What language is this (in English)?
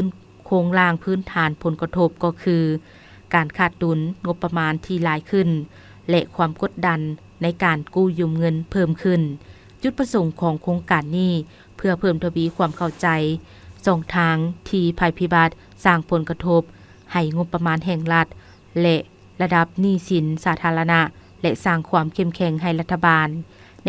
Lao